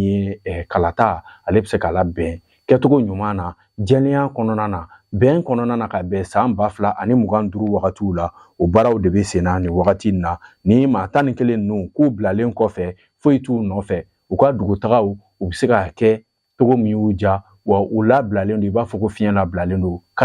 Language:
Bambara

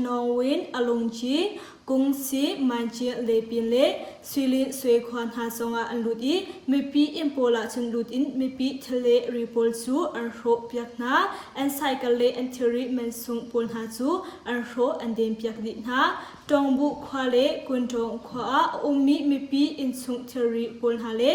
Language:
Hakha Chin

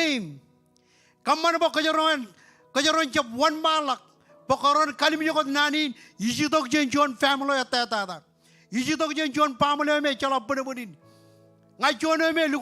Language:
Marshallese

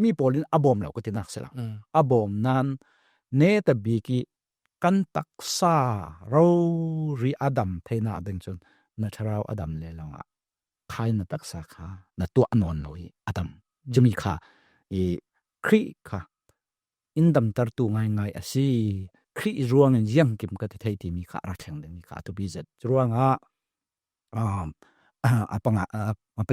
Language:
Falam Chin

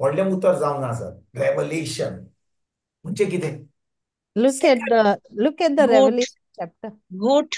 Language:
Konkani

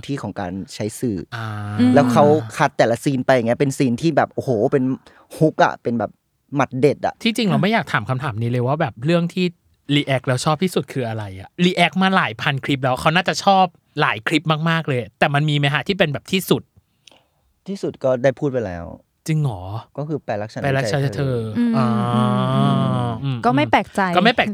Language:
Thai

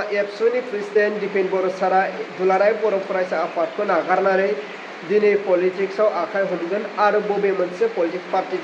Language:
Bodo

